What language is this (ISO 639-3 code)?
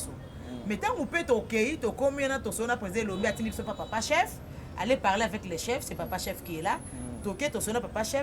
lin